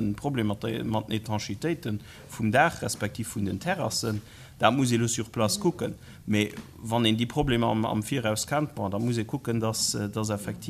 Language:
Luxembourgish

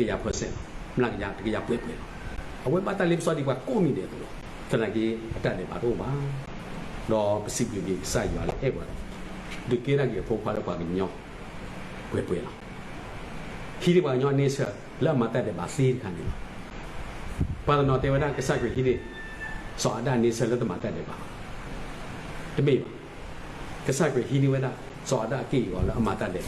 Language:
S'gaw Karen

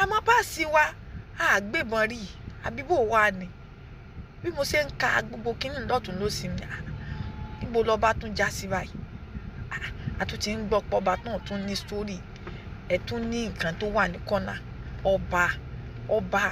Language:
Yoruba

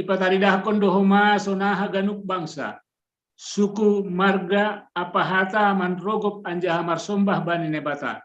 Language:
Batak Simalungun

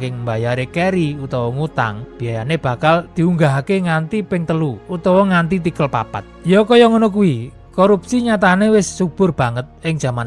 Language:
Javanese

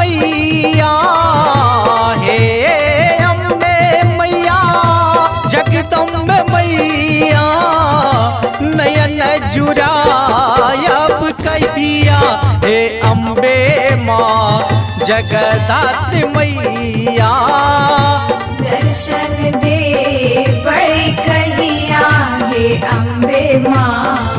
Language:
Maithili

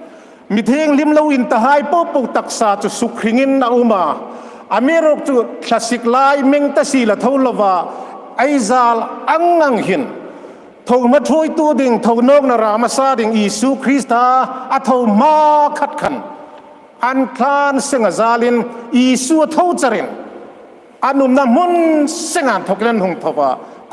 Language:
Hmar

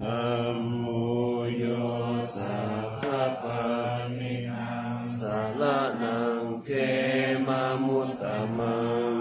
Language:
Pali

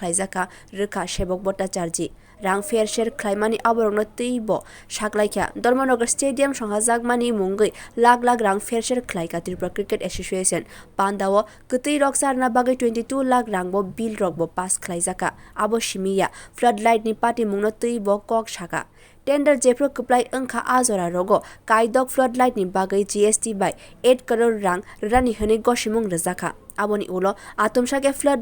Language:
Kok Borok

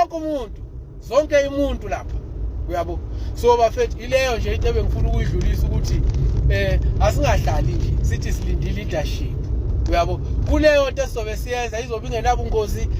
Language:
Zulu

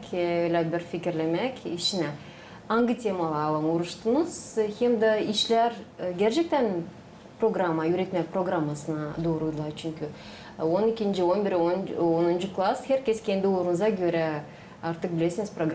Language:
Gagauz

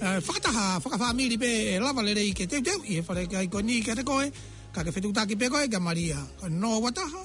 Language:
Tongan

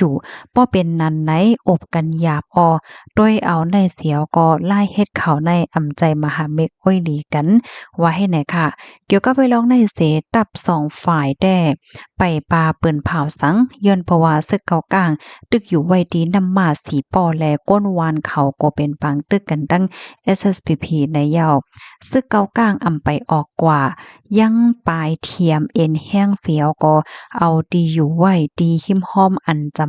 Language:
Shan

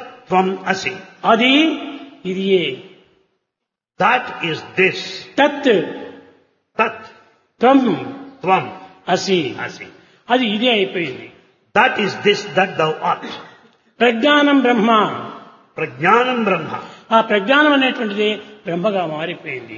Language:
Telugu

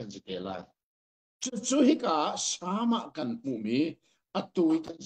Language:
Hakha Chin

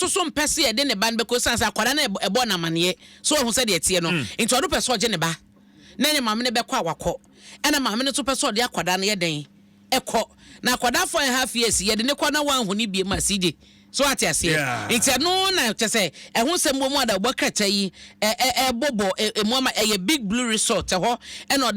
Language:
Akan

